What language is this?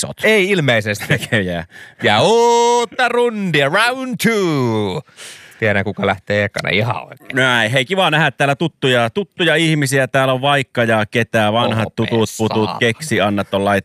Finnish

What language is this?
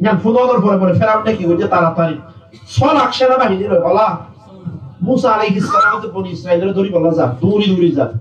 Rohingya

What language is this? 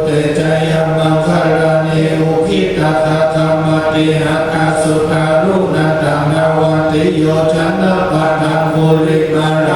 Pali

